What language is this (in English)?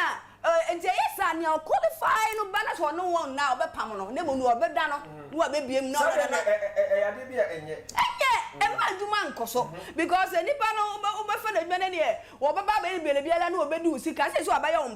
Akan